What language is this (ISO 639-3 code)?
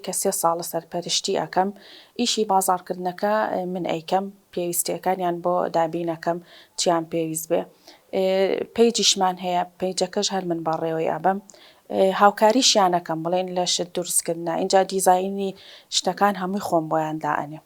ckb